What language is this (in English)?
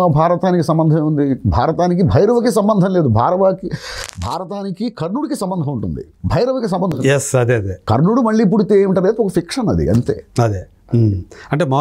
Telugu